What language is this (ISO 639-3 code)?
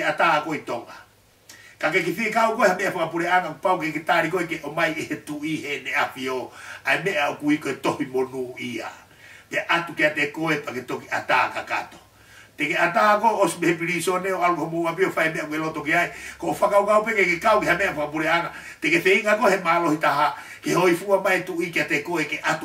ton